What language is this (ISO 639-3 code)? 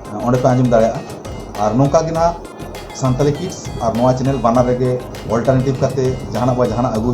sat